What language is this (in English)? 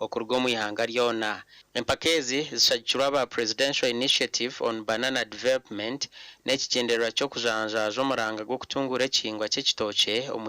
Nyankole